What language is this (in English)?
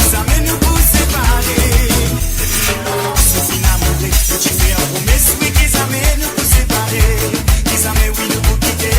Morisyen